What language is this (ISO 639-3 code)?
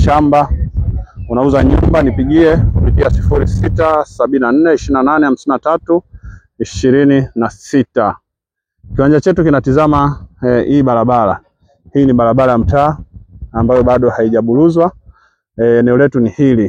swa